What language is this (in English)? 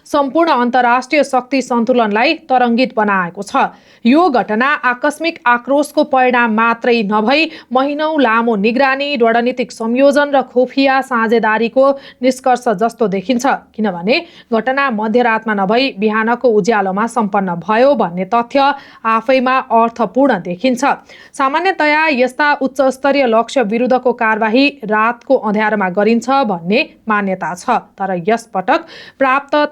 Nepali